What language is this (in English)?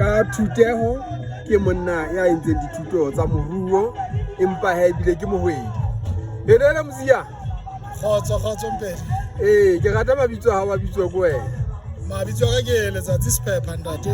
Southern Sotho